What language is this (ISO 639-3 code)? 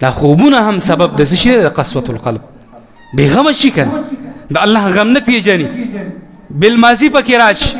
pus